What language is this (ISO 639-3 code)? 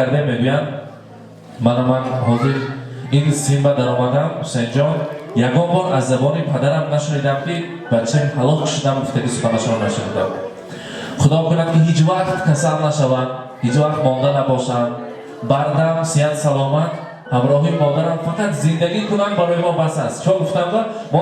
tgk